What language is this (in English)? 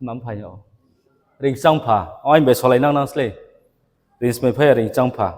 Riang (India)